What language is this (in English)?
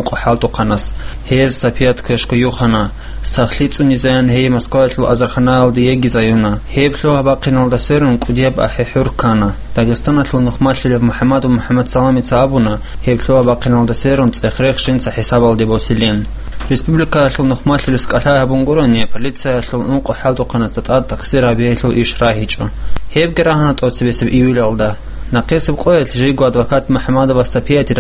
Avaric